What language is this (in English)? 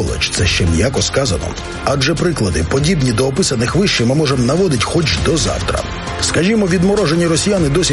Ukrainian